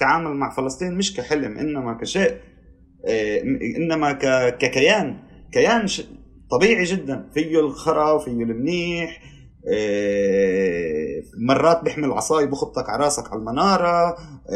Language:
North Levantine Arabic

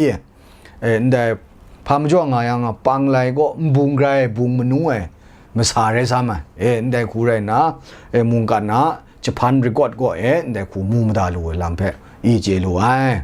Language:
Kachin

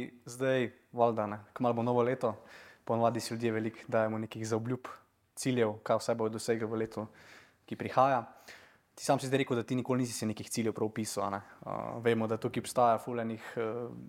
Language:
Slovenian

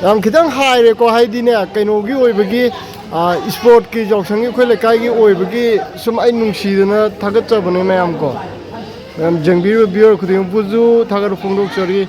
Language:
Manipuri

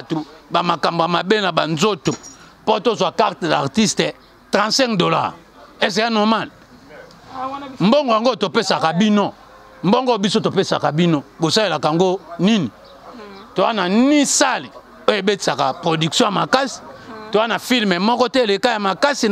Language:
Lingala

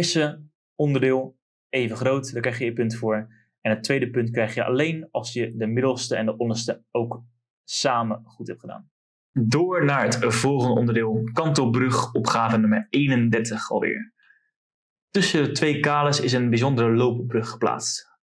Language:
Dutch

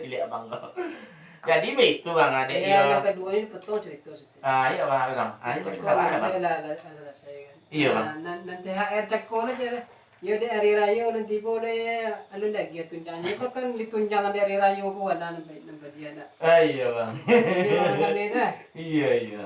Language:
Minangkabau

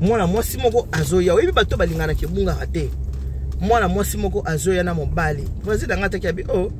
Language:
Lingala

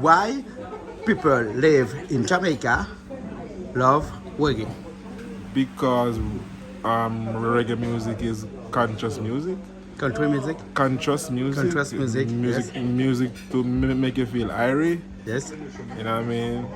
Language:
Réunion Creole French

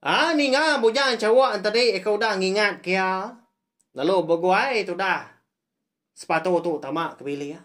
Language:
Iban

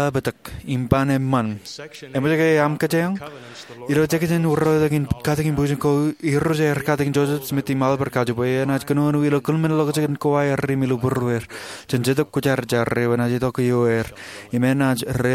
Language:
Marshallese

